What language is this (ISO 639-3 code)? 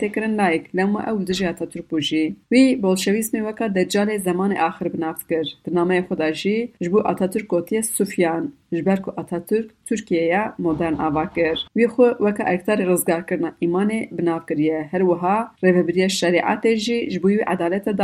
kur